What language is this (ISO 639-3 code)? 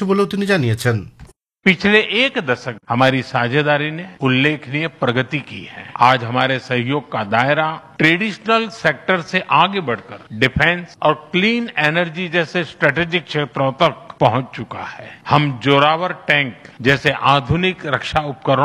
ben